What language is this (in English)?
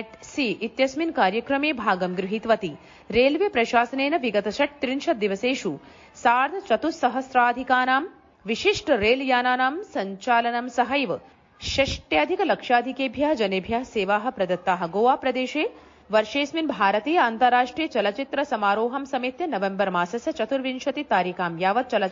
Sanskrit